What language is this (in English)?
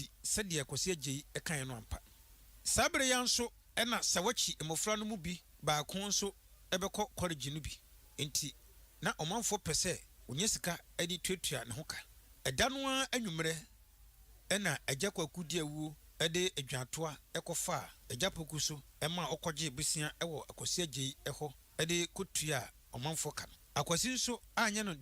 Akan